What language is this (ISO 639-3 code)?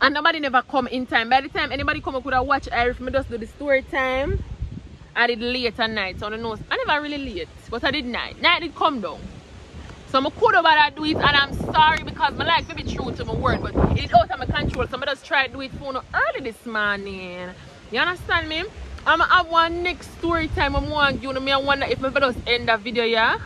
jam